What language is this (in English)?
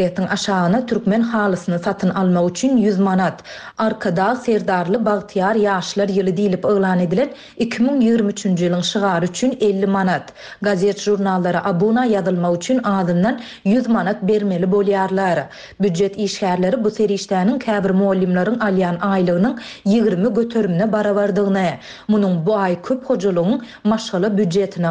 Turkmen